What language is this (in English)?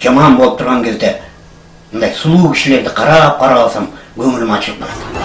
Kyrgyz